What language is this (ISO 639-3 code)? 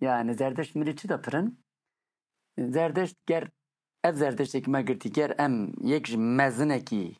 kur